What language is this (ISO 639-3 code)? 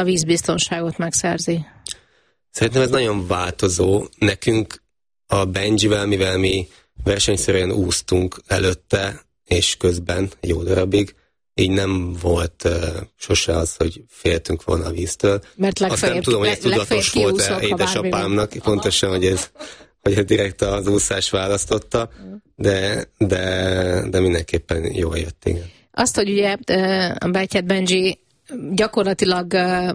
hun